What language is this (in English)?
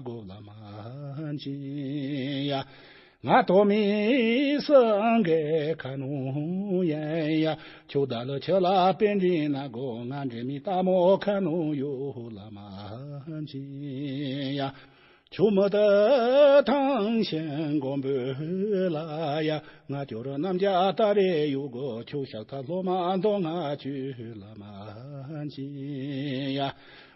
Tibetan